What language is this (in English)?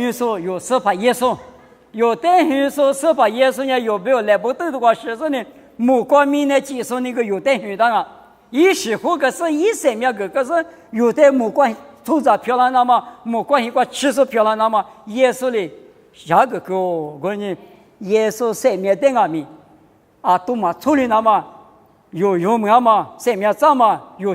Lisu